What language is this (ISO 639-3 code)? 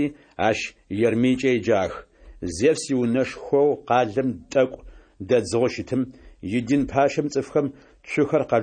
ady